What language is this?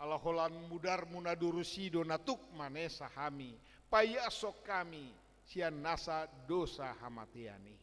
Batak Toba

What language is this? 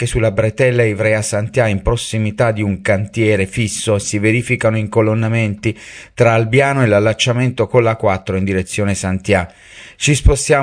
Italian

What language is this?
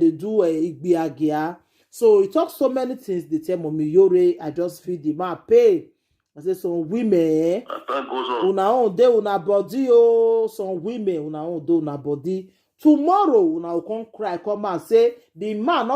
Nigerian Pidgin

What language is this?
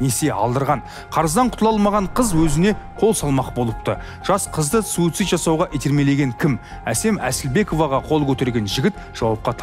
Kazakh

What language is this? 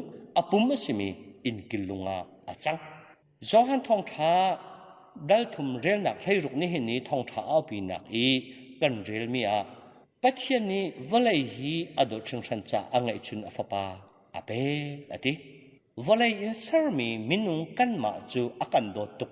Hakha Chin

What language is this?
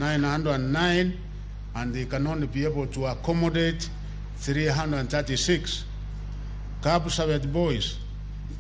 Luo (Kenya and Tanzania)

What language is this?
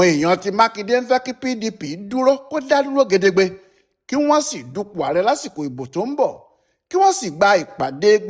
Yoruba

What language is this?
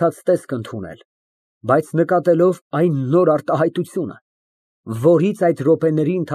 Armenian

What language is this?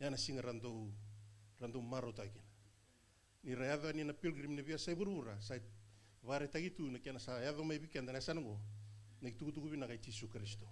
Fijian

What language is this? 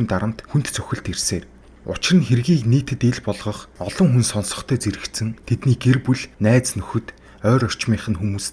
Mongolian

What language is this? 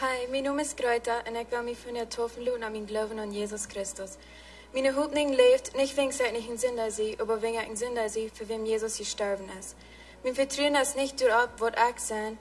Plautdietsch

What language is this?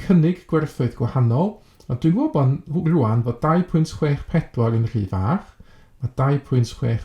Welsh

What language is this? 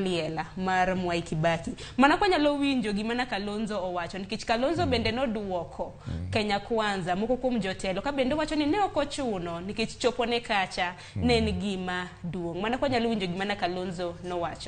Luo (Kenya and Tanzania)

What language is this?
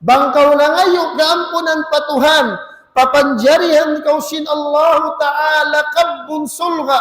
Tausug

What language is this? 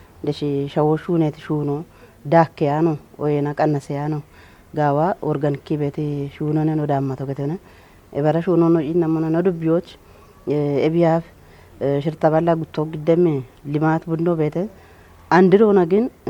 Kafa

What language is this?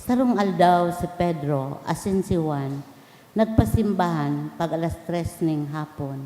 Bikol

